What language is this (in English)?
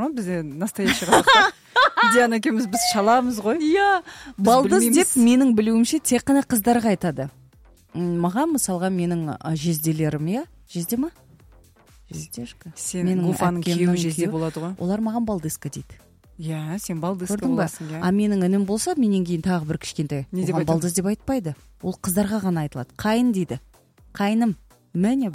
Kazakh